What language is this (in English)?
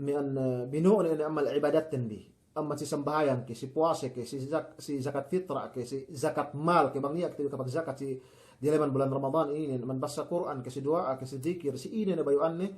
Yakan